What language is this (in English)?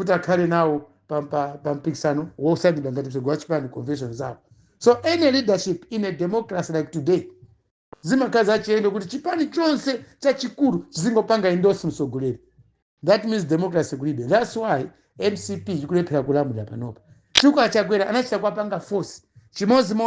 Nyanja